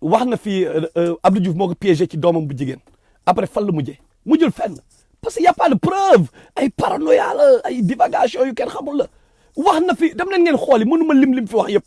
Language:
Wolof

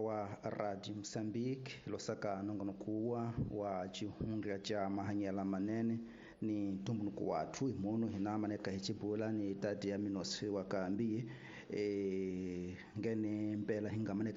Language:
Tsonga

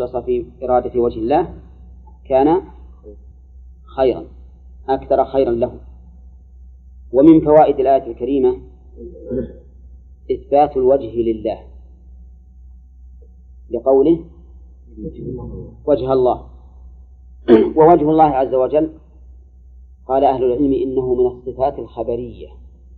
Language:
Arabic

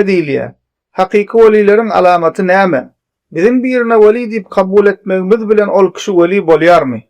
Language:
Turkmen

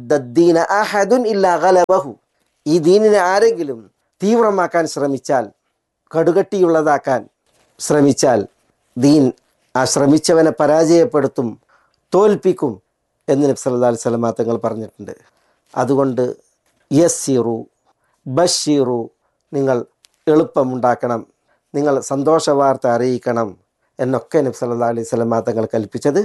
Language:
Malayalam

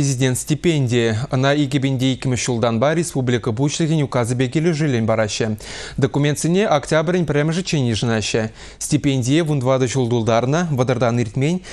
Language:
Chuvash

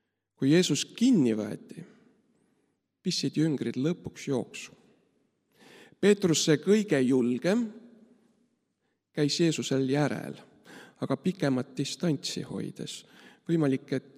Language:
Estonian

